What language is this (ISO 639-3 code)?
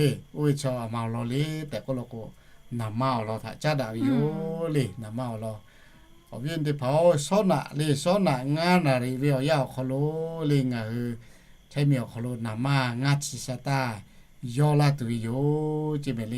lhu